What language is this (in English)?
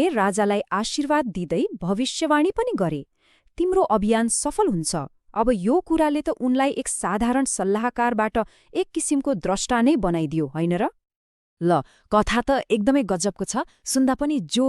Nepali